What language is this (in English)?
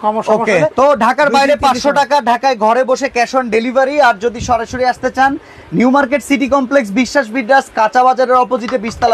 Bangla